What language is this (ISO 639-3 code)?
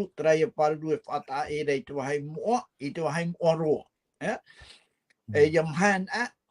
tah